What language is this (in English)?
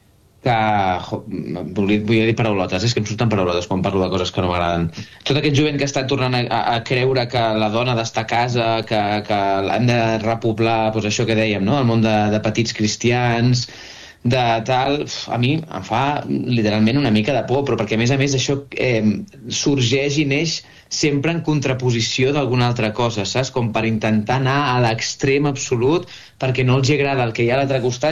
Catalan